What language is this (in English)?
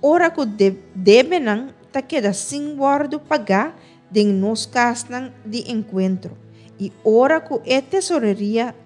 Papiamento